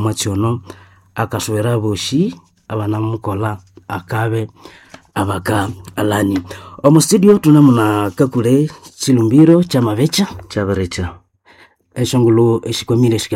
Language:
Nande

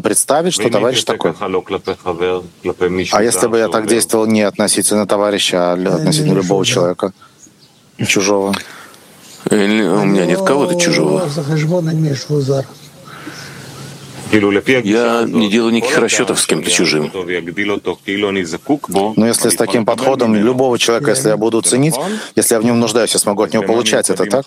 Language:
Russian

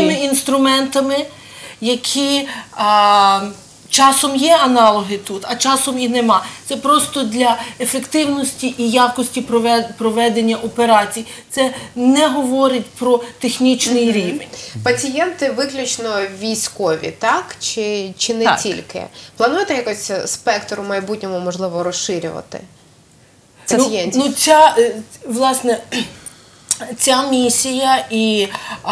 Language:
Ukrainian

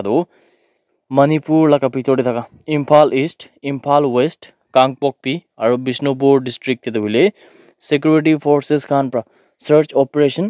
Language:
Naga Pidgin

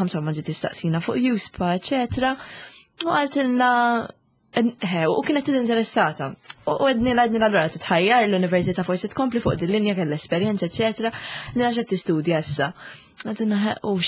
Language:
Maltese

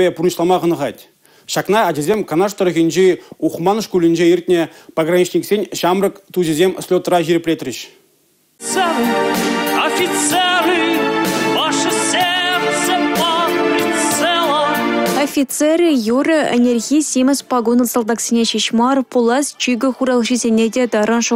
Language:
Chuvash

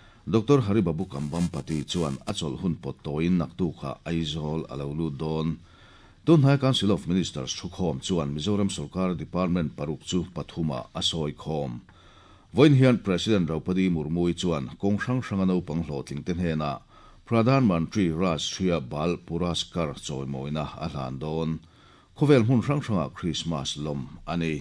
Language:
Mizo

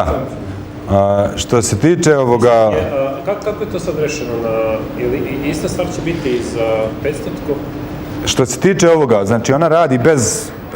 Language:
Bosnian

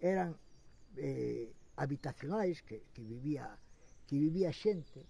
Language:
Galician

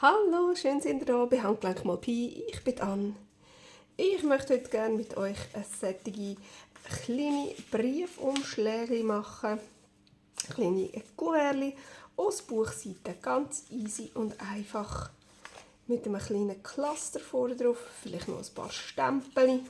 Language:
Swiss German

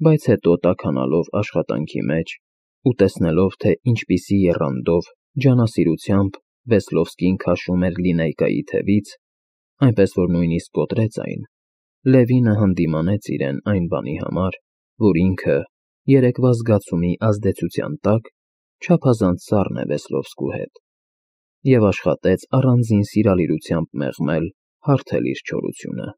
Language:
Armenian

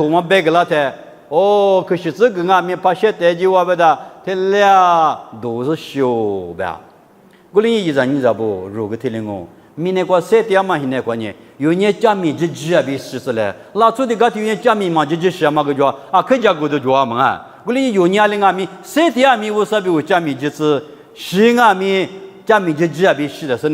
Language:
Lisu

